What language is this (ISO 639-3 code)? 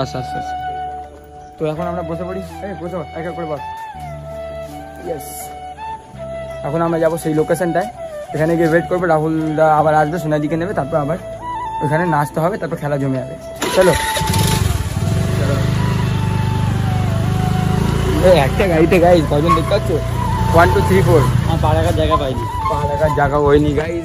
ben